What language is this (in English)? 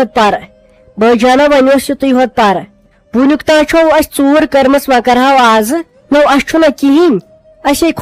Kashmiri